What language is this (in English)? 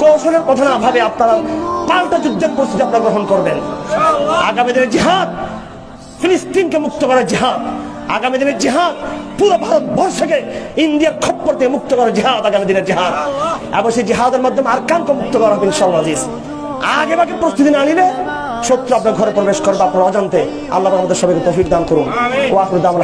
Bangla